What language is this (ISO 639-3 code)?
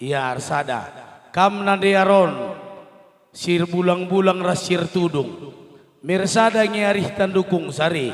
btx